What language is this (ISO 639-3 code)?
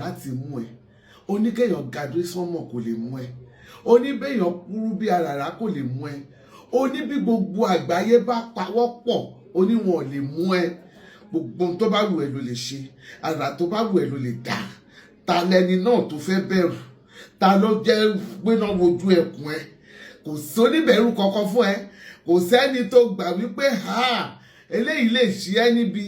yor